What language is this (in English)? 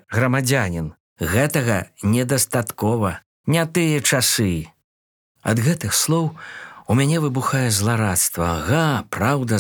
Belarusian